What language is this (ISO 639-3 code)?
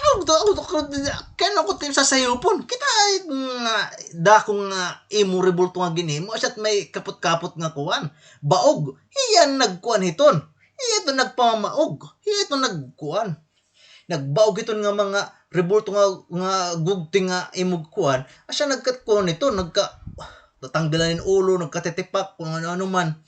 war